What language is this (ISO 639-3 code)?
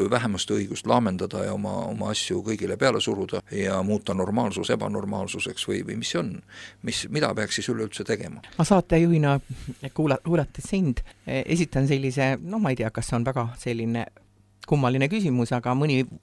est